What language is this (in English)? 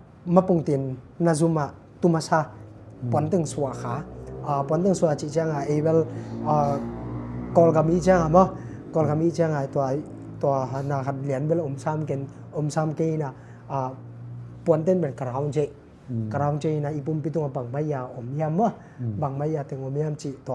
Tedim Chin